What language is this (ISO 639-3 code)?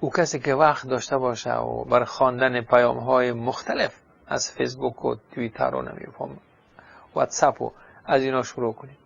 fas